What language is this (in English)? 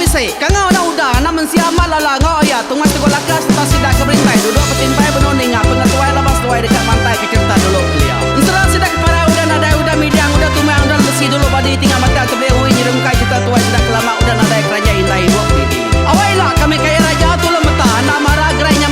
Iban